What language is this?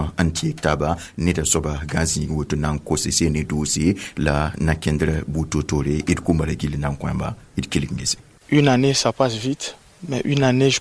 Mossi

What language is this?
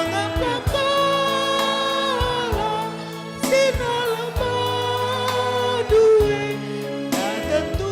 Batak Karo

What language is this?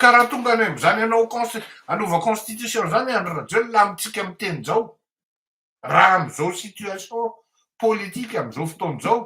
Malagasy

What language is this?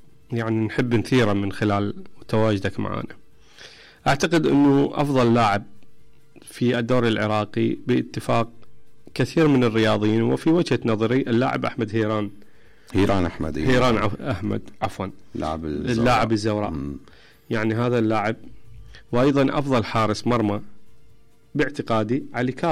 Mesopotamian Arabic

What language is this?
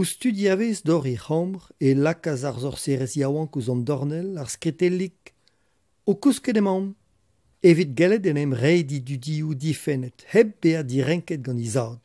Breton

